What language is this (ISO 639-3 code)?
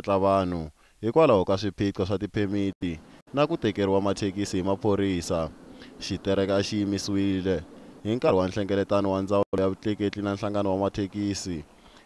tso